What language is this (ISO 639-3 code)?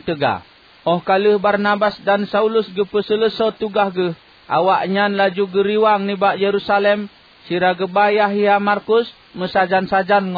ace